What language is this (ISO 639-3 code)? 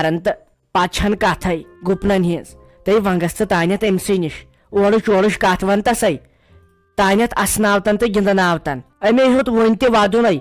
kas